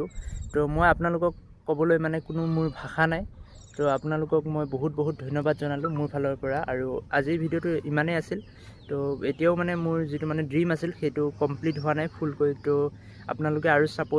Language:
Assamese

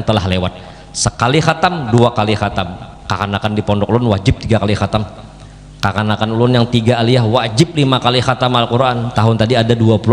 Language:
Banjar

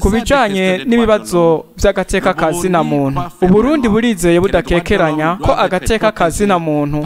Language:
Rundi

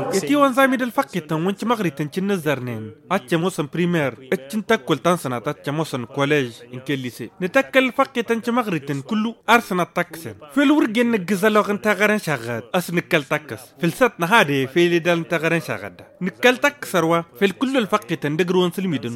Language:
Tamasheq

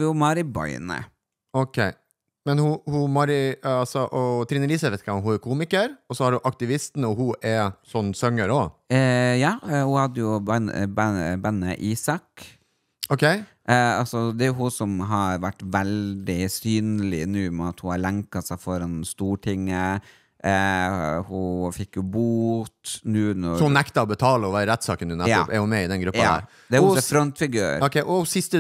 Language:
Norwegian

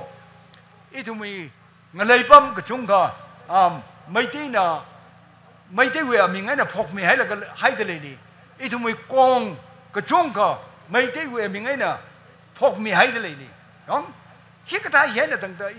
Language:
Tangkhul Naga (India)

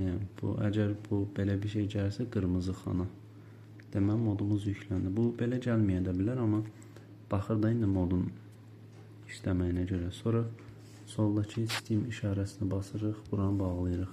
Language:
Azerbaijani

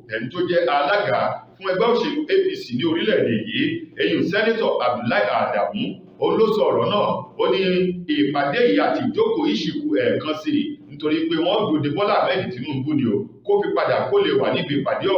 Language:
Yoruba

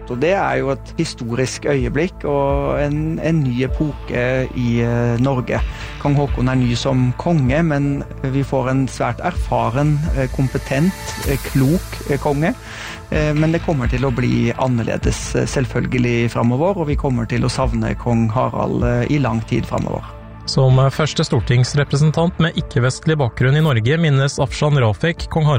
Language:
Norwegian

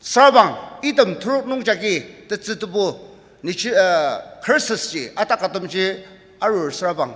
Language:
Ao Naga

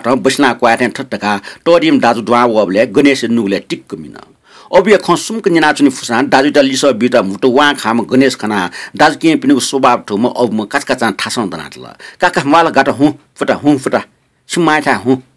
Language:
Newari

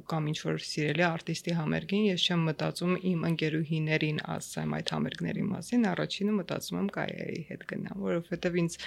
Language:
Armenian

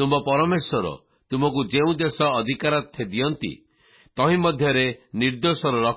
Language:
Odia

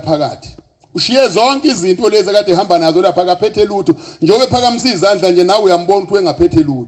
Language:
Zulu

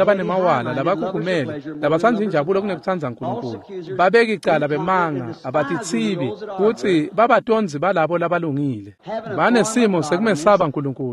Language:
Swati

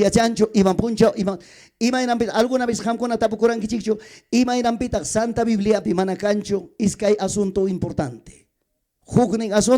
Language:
Ayacucho Quechua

